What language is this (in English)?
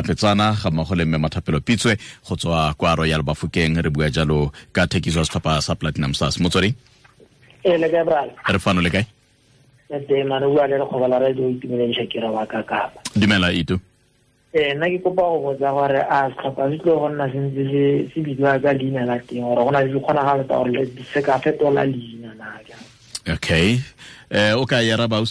Tswana